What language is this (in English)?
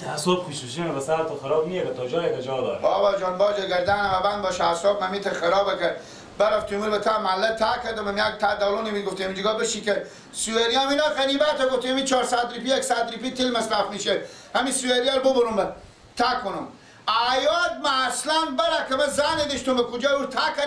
Persian